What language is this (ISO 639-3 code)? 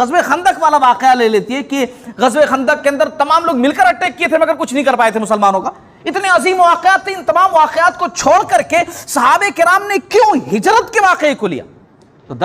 hin